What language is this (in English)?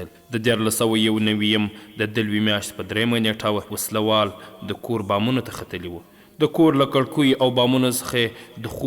Pashto